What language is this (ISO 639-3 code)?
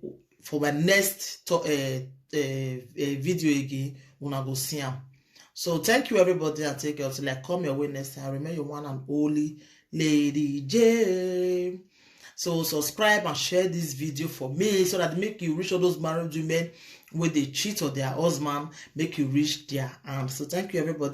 pcm